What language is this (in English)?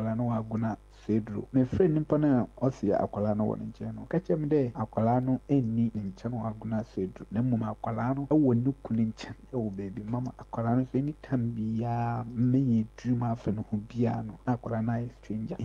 Akan